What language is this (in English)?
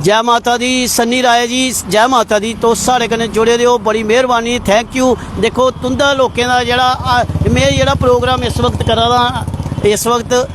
Dogri